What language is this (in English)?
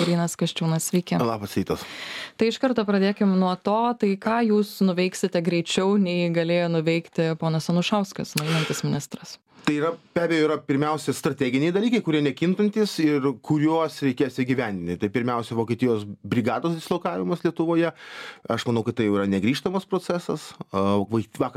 Lithuanian